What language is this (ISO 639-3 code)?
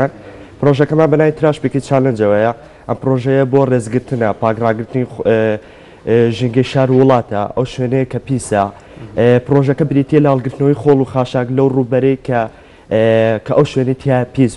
ckb